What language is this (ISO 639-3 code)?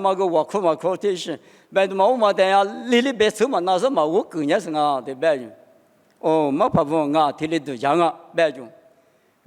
lis